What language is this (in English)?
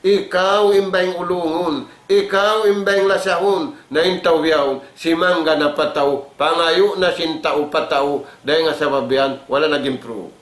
Tausug